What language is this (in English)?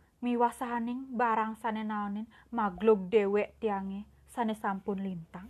Balinese